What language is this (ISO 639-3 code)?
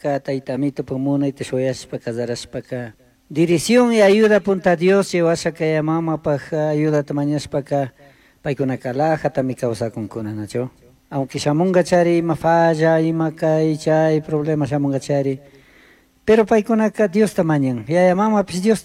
qug